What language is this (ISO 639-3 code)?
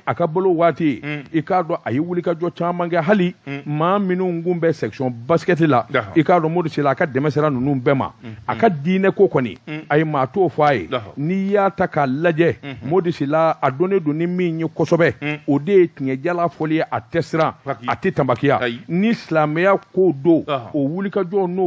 bam